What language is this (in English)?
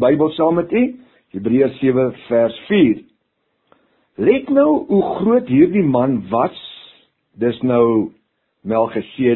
Afrikaans